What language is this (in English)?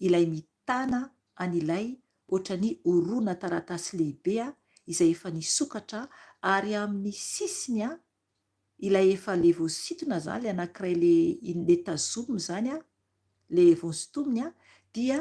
Malagasy